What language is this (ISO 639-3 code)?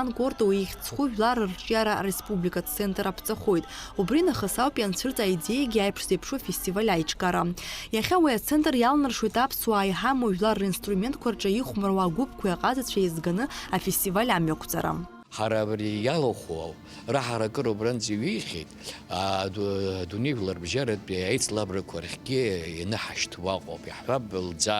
abk